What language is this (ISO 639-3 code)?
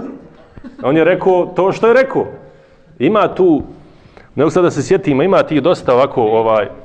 bos